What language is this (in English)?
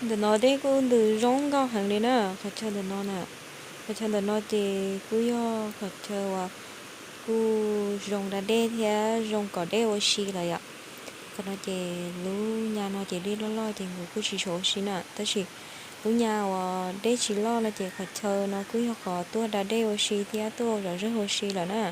Hmong